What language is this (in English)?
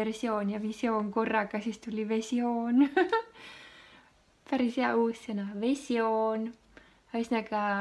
Estonian